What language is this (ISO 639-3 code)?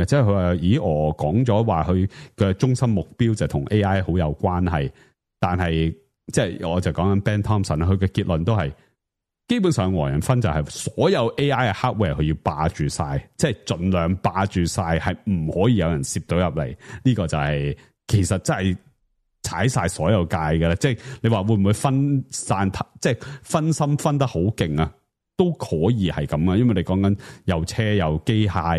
yue